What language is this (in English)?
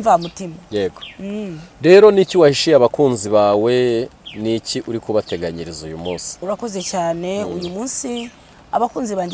Kinyarwanda